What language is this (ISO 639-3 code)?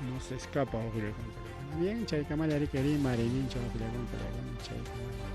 quy